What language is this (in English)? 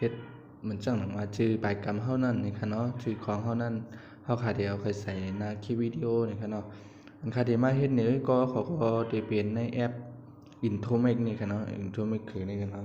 Shan